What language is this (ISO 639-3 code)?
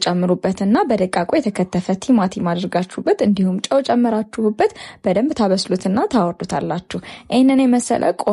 amh